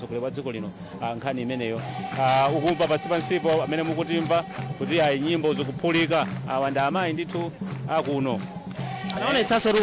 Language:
Nyanja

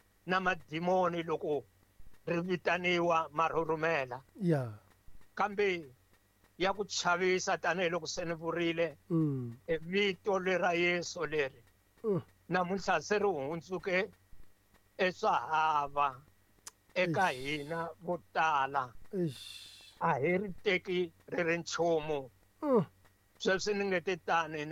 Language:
Tsonga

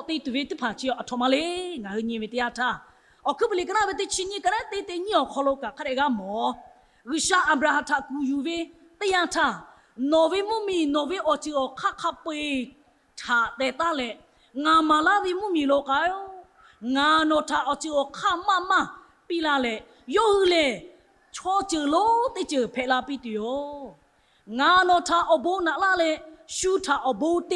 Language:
Lahu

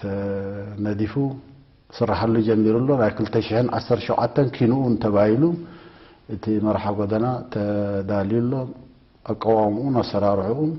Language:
Tigrinya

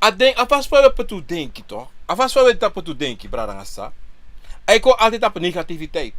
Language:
Sranan Tongo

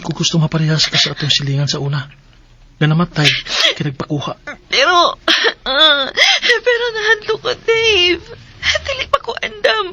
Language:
Cebuano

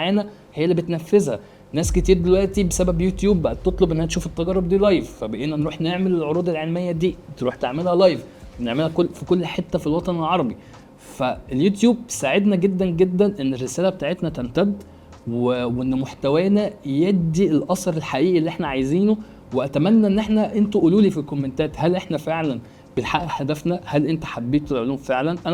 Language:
Egyptian Arabic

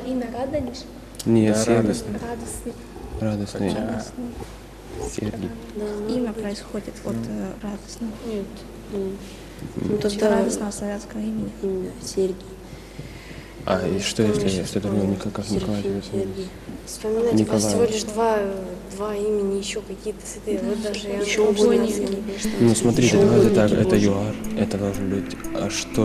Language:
Russian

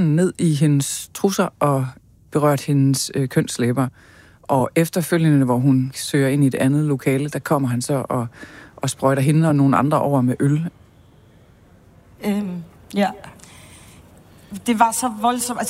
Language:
Danish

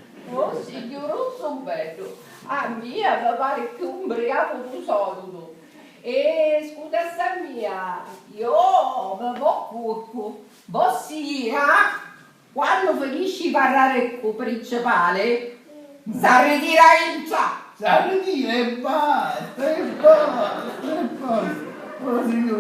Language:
Sicilian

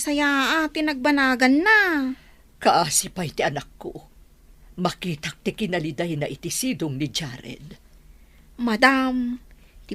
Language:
Iloko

